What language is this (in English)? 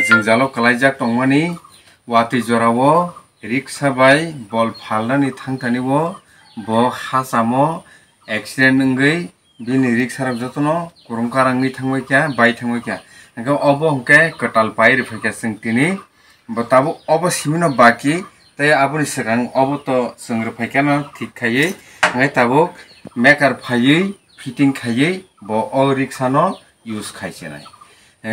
Kok Borok